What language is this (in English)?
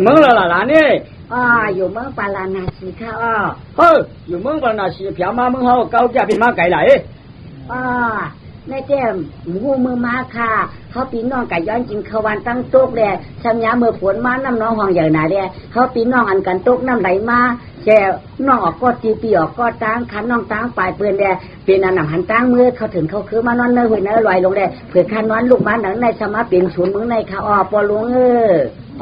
Shan